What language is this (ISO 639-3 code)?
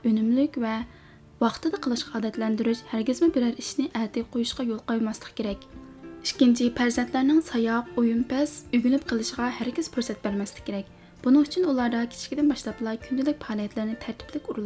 uig